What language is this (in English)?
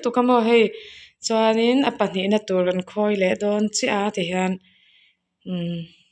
Mizo